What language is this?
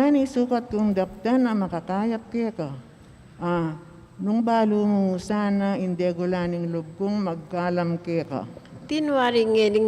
Pampanga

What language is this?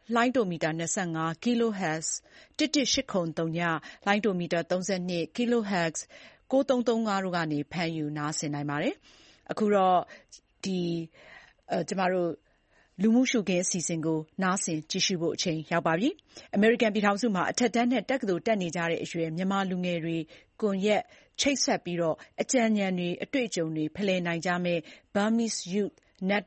Burmese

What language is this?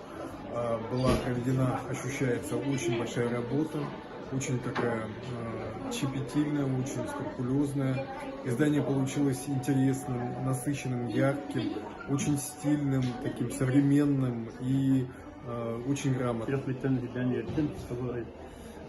Yakut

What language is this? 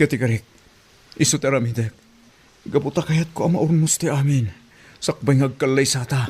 Iloko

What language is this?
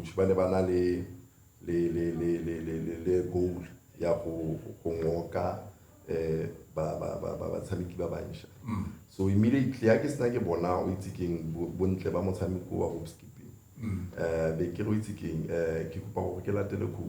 Tswana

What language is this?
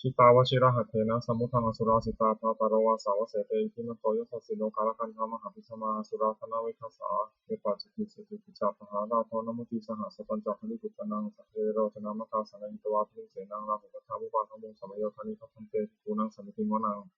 Pali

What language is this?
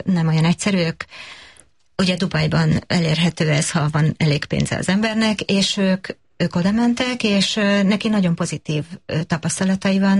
Hungarian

